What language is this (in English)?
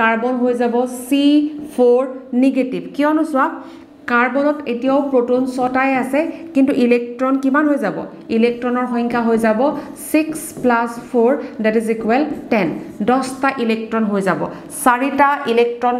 Assamese